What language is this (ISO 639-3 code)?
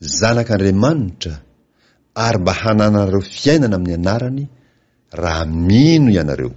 mlg